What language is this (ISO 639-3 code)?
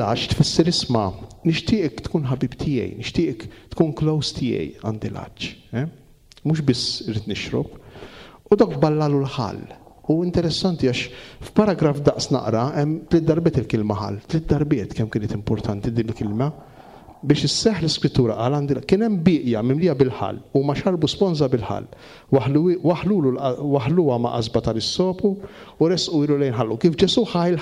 mlt